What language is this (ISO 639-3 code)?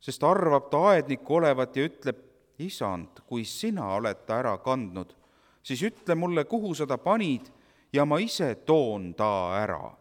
est